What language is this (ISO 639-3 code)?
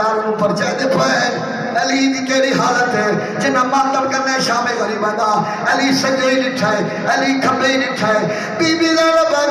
skr